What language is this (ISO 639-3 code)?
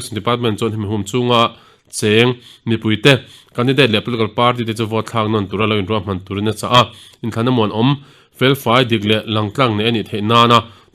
lus